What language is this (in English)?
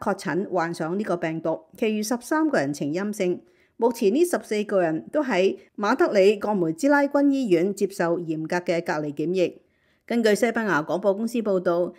Cantonese